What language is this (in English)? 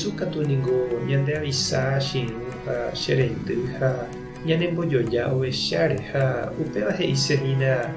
Guarani